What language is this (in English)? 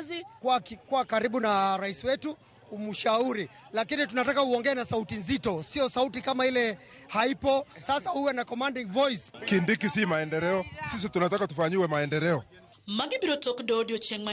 Luo (Kenya and Tanzania)